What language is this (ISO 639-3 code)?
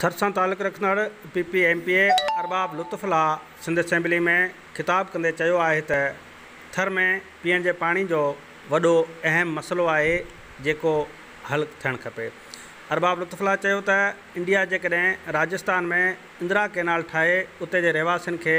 snd